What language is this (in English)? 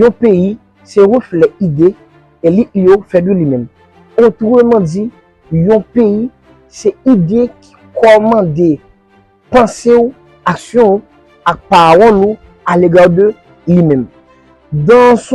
Haitian Creole